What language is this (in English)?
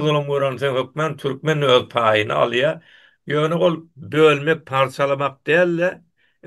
Turkmen